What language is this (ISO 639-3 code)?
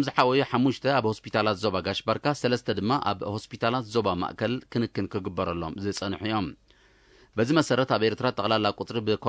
tir